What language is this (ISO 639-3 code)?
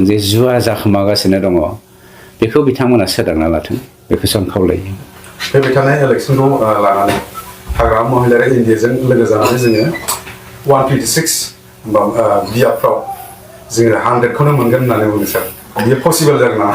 brx